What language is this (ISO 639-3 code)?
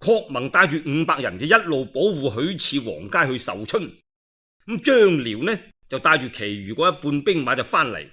yue